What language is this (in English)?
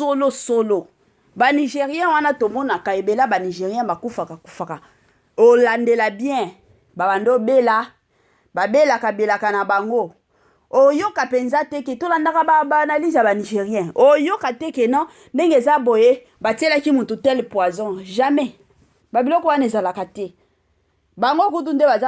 Lingala